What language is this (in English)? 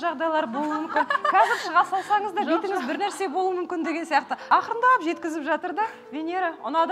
Kazakh